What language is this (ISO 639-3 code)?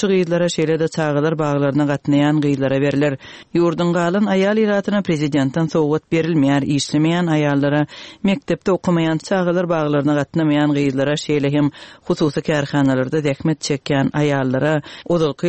tuk